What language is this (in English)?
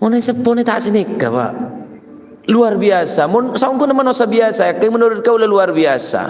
Madurese